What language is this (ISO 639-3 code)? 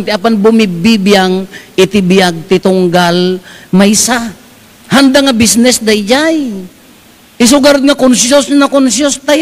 ilo